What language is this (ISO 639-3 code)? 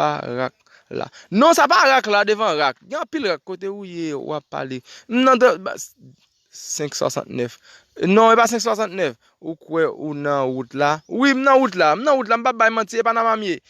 hat